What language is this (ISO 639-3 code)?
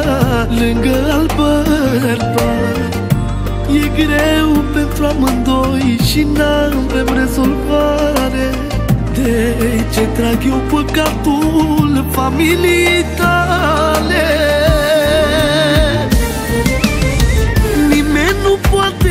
ron